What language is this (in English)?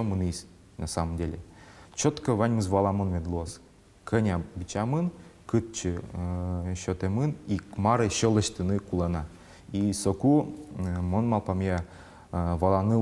Udmurt